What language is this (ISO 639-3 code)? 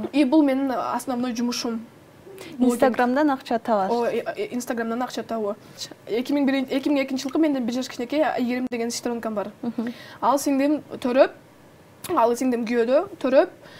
kir